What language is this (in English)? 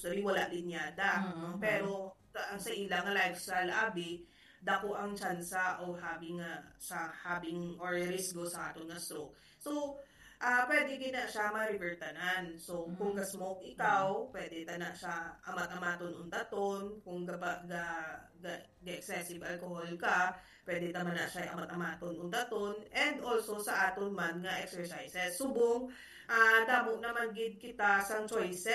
Hiligaynon